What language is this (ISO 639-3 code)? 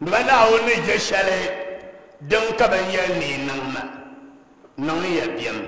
dag